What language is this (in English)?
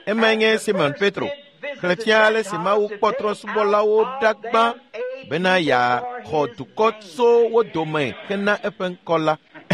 Ewe